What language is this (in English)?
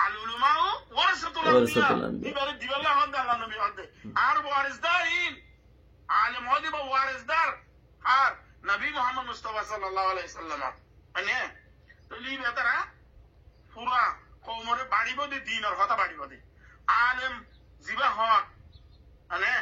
Rohingya